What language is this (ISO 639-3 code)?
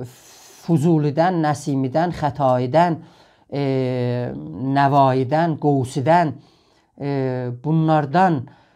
azb